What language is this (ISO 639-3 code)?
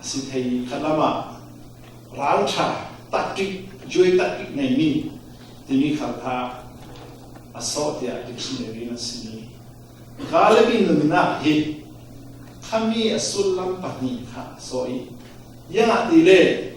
cfm